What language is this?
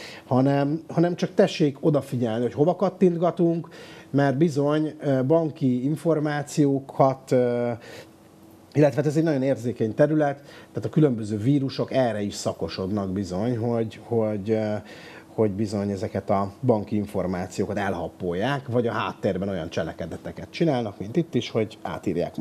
Hungarian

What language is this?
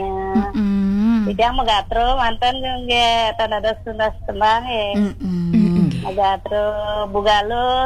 Balinese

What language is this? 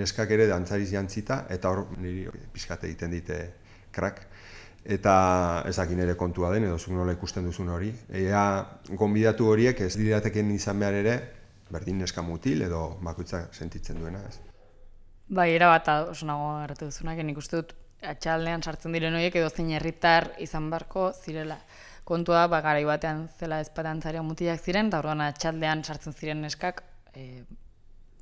Basque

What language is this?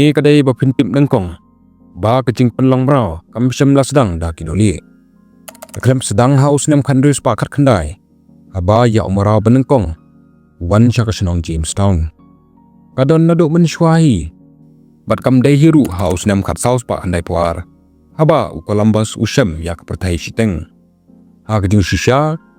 Khasi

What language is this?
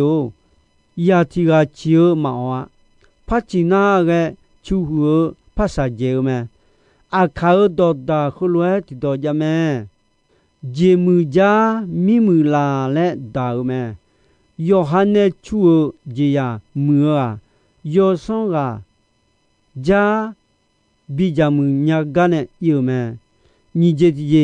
Akha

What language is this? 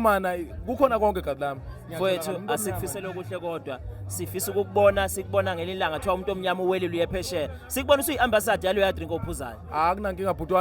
Zulu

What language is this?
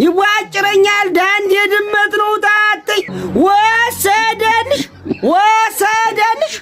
Amharic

